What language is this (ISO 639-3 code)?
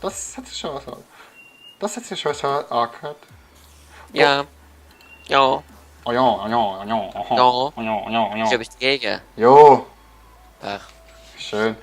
gsw